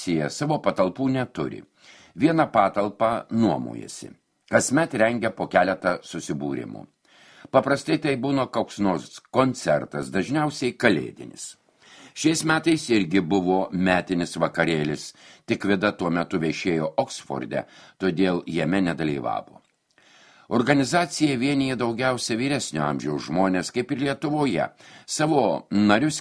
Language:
Lithuanian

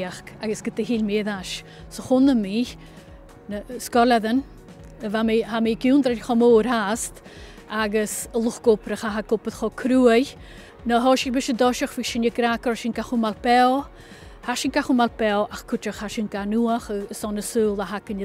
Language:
Scottish Gaelic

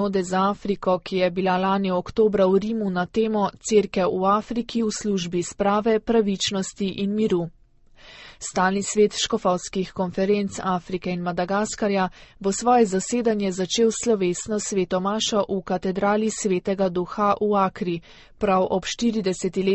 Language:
Slovenian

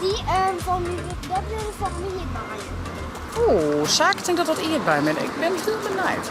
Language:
Western Frisian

